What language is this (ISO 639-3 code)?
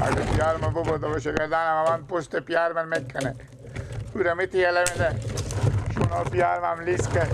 fas